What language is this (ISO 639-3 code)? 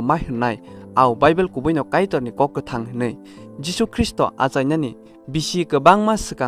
trp